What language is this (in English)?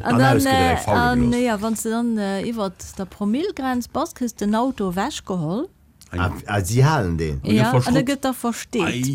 Luxembourgish